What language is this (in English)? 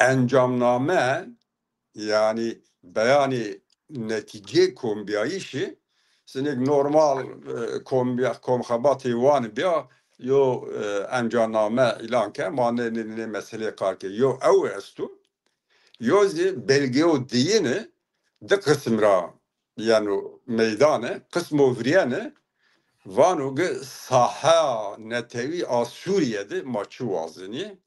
Zaza